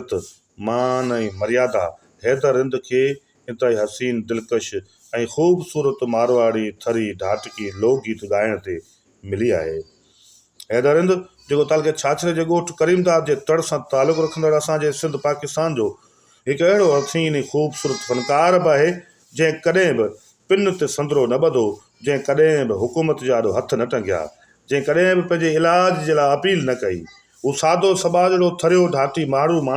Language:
Sindhi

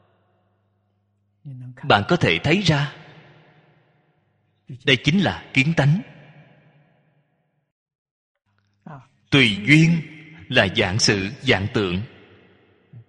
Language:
Vietnamese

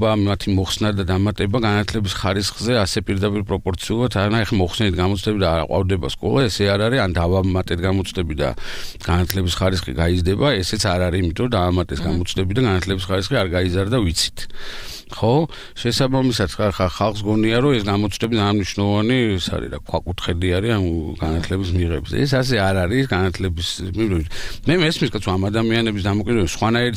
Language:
Georgian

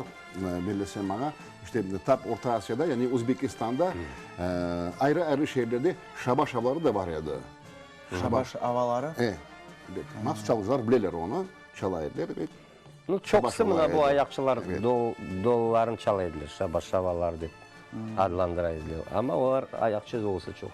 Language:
Crimean Tatar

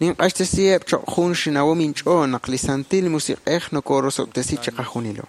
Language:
Kekchí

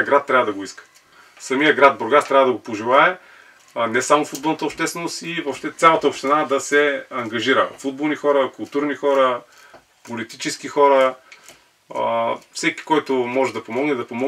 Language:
Bulgarian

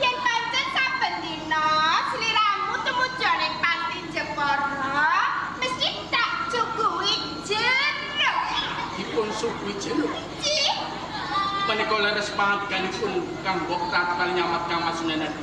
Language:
Javanese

